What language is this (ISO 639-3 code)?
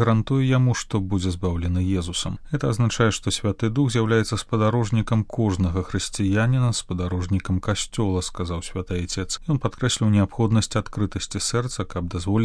bel